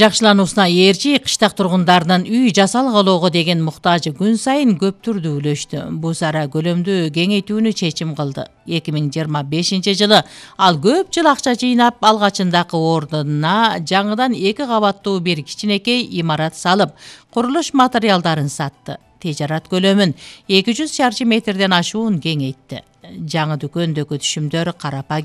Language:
Kyrgyz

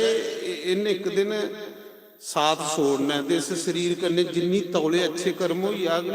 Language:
Dogri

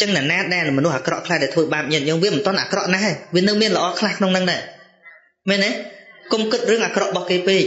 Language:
Khmer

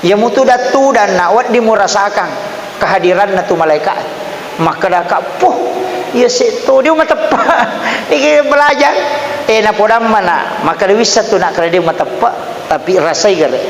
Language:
Buginese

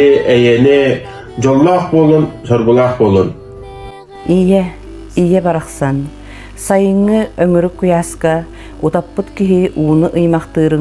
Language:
Yakut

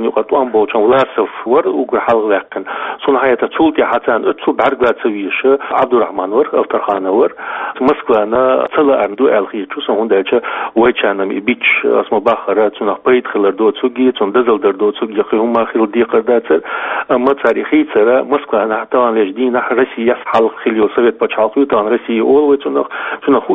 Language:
Chechen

